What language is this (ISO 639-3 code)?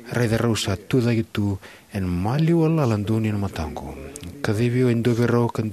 fij